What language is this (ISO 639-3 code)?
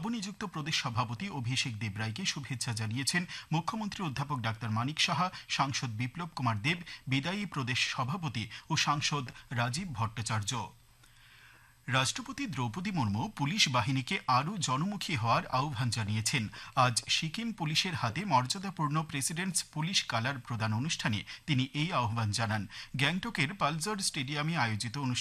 ben